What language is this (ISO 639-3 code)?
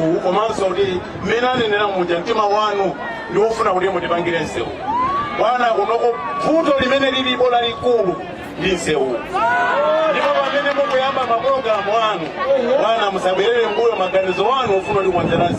nya